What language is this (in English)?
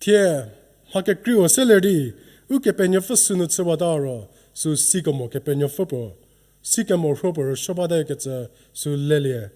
Angami Naga